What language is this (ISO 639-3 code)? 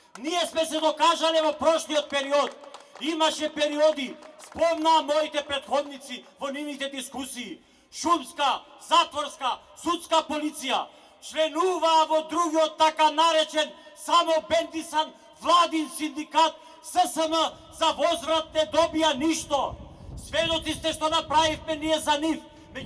mkd